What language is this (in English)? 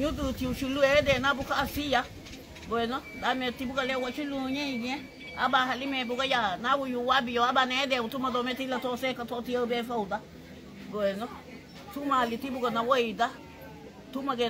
Garifuna